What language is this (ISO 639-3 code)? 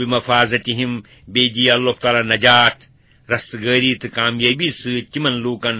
kas